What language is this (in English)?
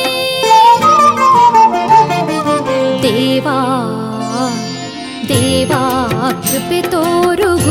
Kannada